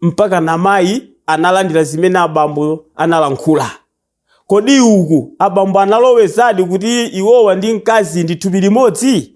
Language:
Nyanja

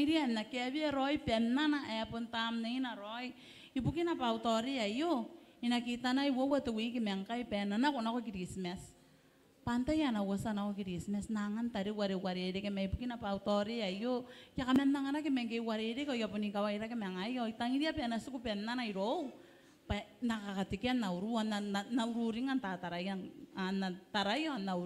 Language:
Gilbertese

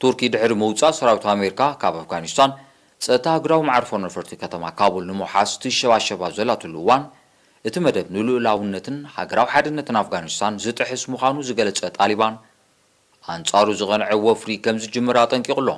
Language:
Tigrinya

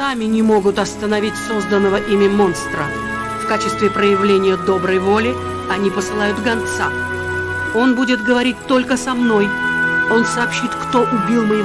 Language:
Russian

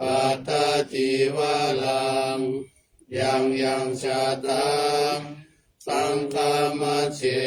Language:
Pali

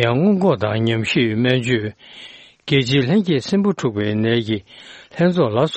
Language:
Tibetan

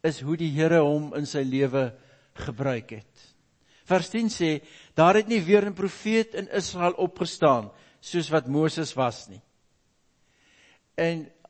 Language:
Afrikaans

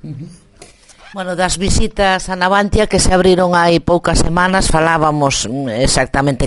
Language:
Galician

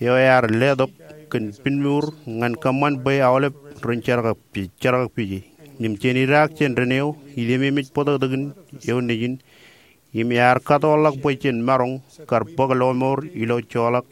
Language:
Marshallese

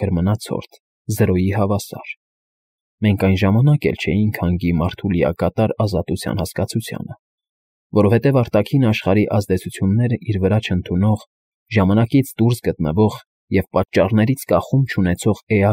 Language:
Armenian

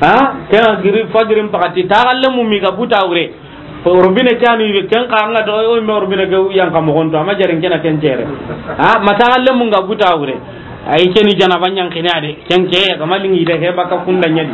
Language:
Soninke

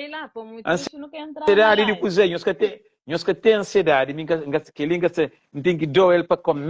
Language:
Kabuverdianu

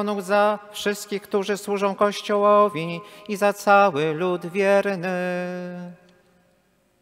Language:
Polish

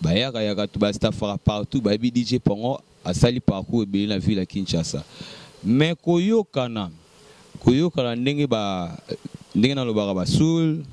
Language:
Lingala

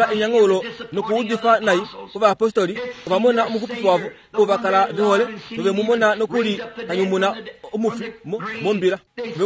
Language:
Kuanyama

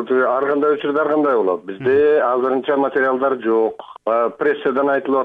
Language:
Kyrgyz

